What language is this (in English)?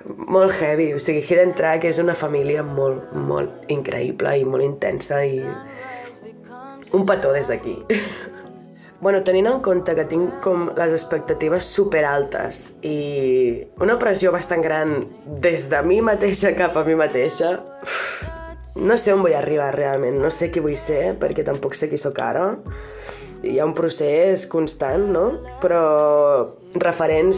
Catalan